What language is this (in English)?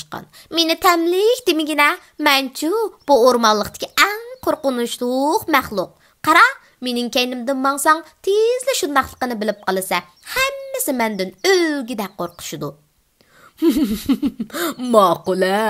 Uyghur